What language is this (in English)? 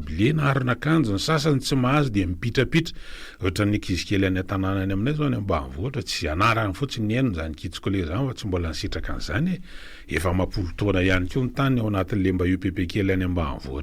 Malagasy